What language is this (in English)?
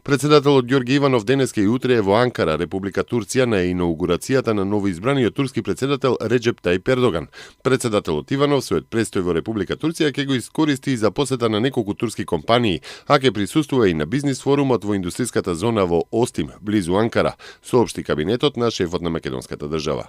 Macedonian